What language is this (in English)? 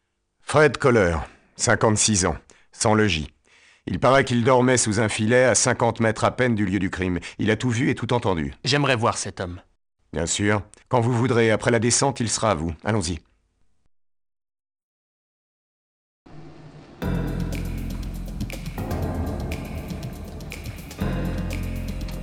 French